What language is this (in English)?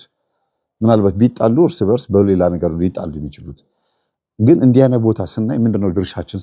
Amharic